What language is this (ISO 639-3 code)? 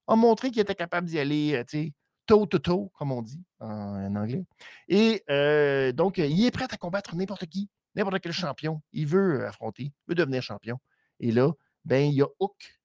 fra